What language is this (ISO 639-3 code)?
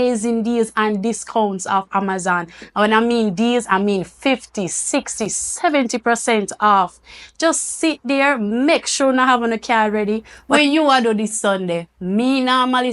jam